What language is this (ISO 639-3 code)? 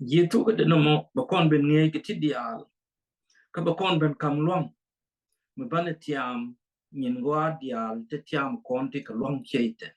nus